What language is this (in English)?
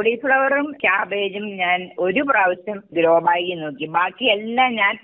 Malayalam